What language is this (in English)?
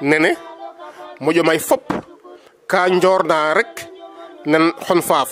Serer